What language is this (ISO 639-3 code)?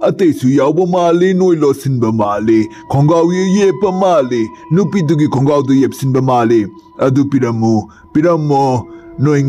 mni